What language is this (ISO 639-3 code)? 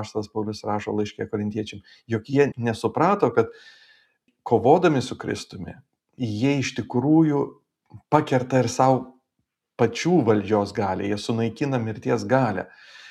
lit